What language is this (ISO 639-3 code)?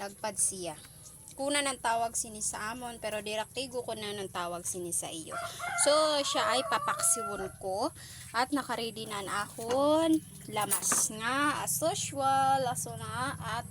war